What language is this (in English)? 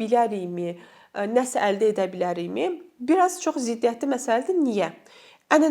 Azerbaijani